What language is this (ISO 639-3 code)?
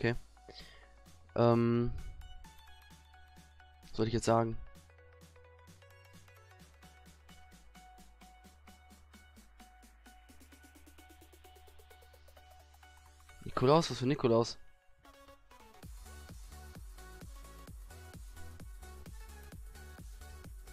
deu